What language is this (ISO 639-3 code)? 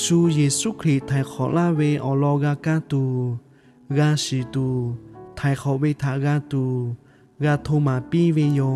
lhu